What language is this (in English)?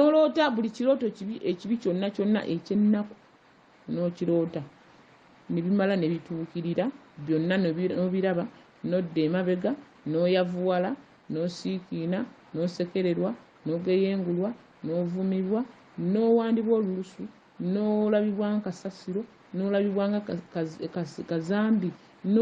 Ganda